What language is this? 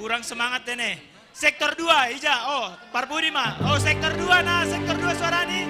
Batak Simalungun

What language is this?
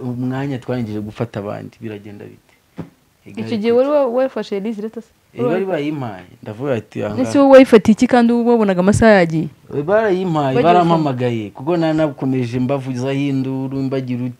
Kinyarwanda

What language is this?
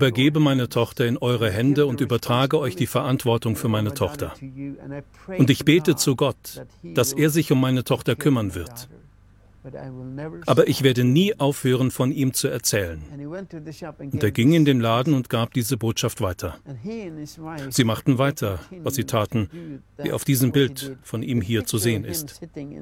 German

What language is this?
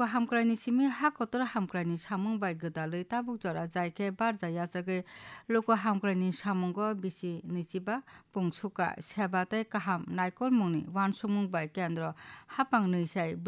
Kok Borok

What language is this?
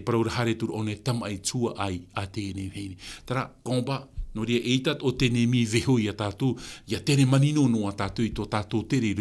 Tahitian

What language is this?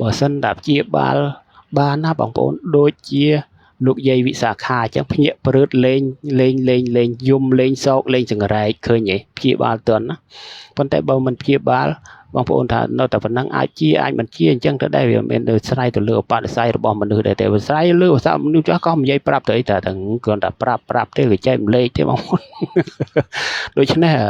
Khmer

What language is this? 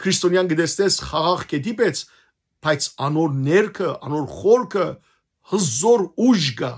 Western Armenian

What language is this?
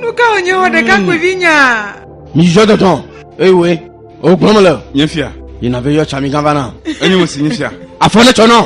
Ewe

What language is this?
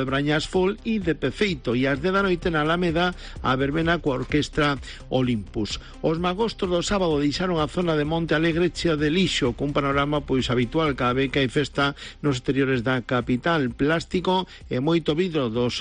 Galician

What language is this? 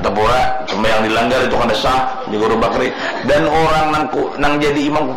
Banjar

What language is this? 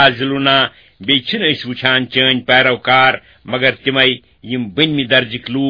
Kashmiri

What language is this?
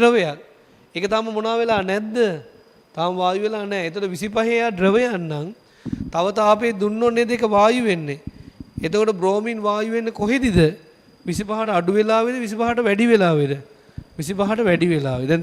Sinhala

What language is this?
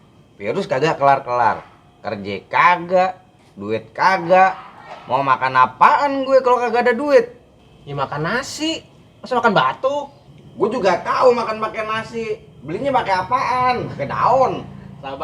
Betawi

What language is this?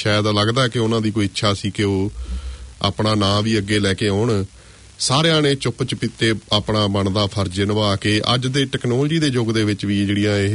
Punjabi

